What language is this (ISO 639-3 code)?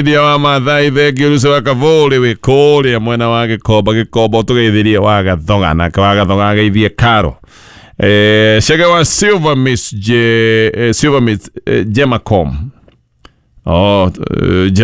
kik